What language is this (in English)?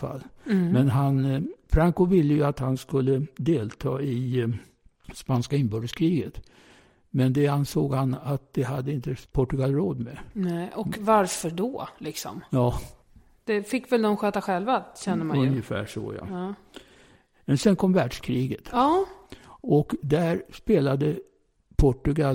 Swedish